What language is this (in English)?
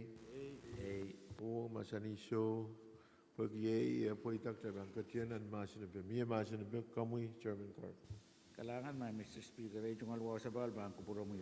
Pohnpeian